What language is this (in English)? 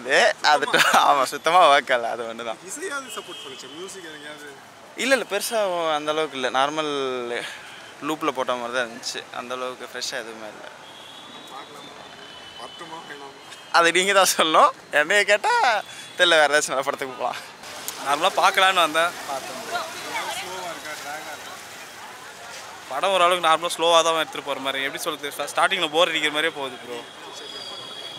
Tamil